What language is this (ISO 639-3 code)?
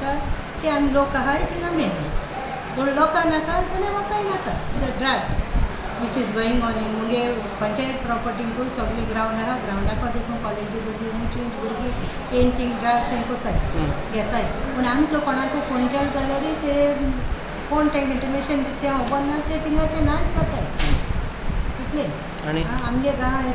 kok